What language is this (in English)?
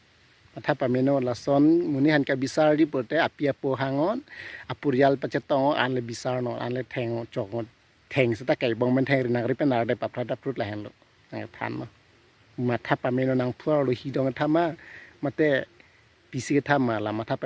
Karbi